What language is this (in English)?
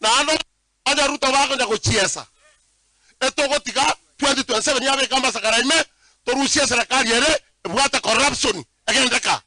Gusii